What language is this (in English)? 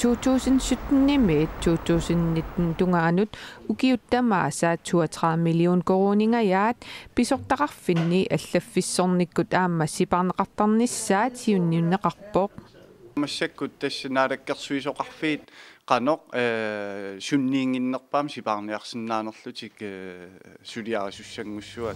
Kalaallisut